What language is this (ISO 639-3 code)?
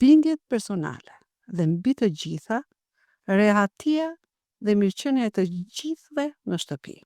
sqi